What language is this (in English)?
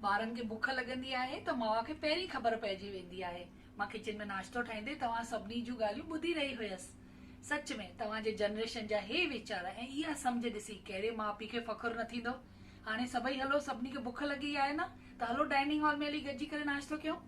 Sindhi